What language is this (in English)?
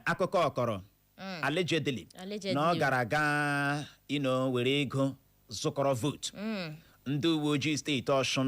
Igbo